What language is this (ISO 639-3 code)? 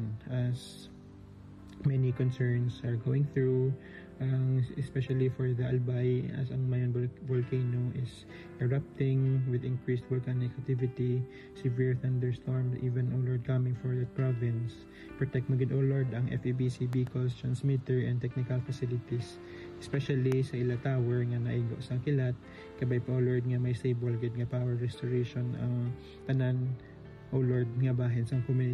hil